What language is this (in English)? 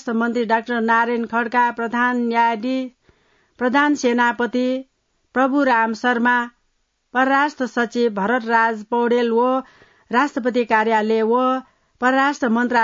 Newari